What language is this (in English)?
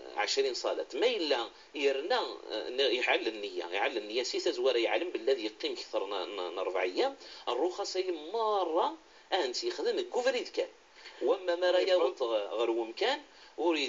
Kabyle